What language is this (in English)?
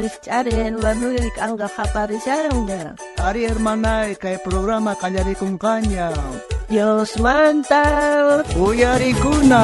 South Bolivian Quechua